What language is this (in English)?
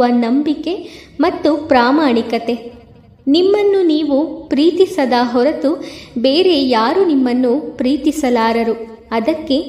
Kannada